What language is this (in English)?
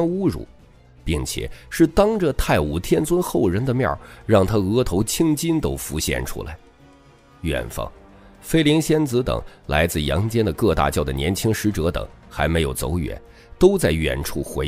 Chinese